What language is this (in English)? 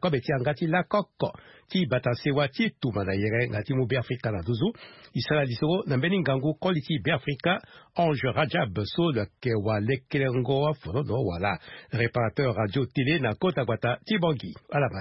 Sango